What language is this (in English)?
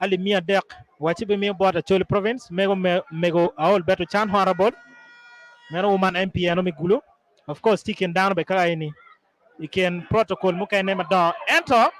Acoli